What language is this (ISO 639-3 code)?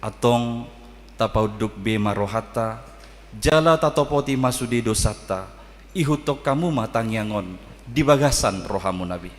bbc